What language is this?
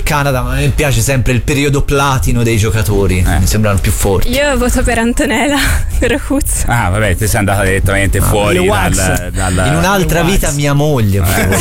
Italian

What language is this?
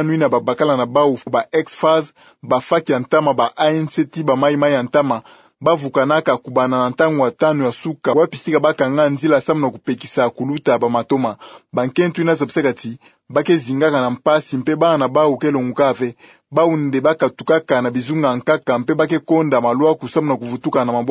Kituba (Democratic Republic of Congo)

